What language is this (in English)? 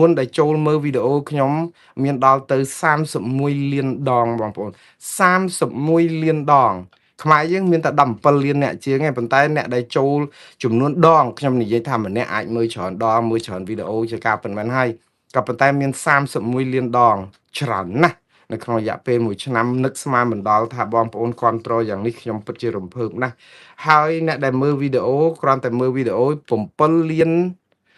Khmer